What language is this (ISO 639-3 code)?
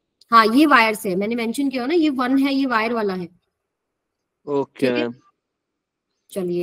hin